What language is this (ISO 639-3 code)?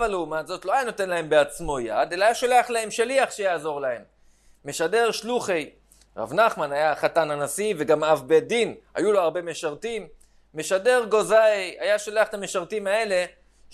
heb